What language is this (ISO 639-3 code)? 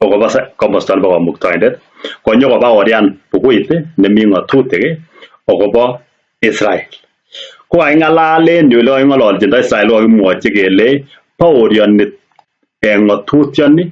kln